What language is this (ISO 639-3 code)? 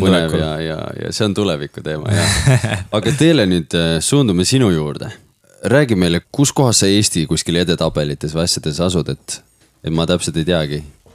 est